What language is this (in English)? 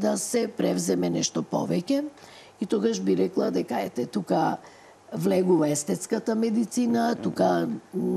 Macedonian